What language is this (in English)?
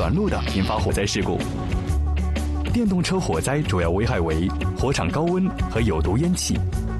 Chinese